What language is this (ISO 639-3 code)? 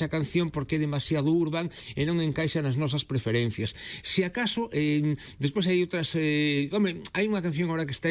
glg